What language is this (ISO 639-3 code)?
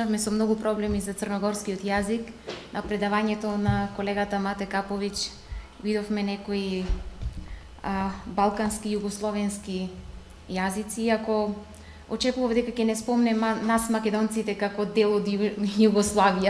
mkd